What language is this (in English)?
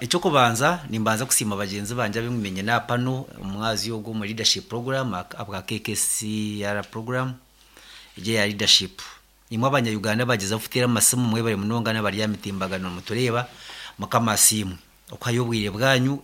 Nyankole